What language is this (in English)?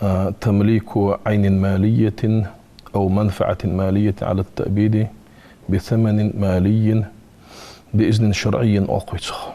Ingush